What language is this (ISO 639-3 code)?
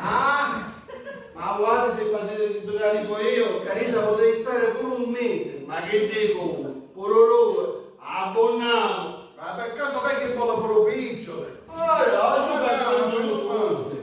scn